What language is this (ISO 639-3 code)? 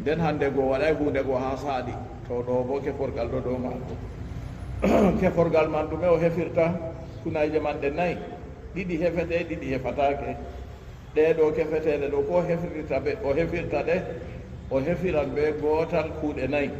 ful